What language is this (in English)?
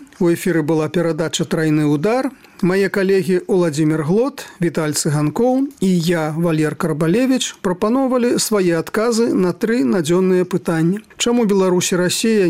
Belarusian